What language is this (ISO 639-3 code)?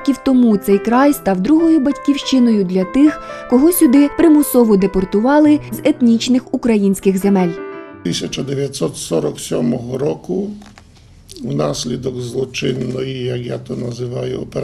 ukr